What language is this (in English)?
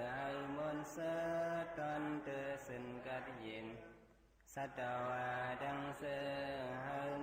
Shan